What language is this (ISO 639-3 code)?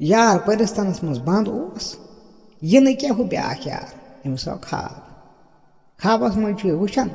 kas